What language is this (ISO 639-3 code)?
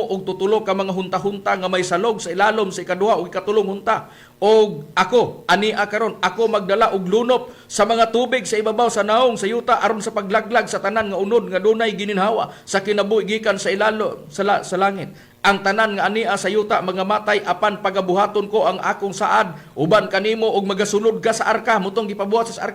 ceb